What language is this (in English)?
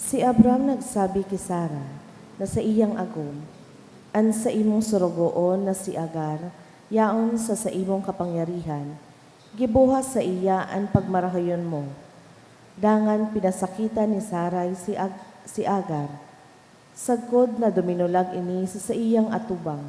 Bikol